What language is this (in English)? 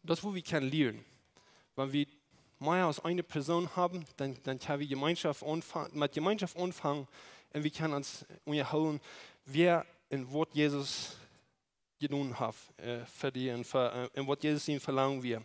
Plautdietsch